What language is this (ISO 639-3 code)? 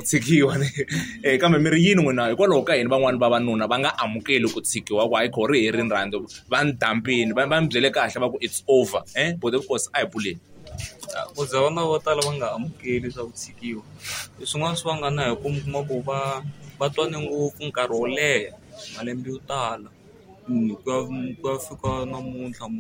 tso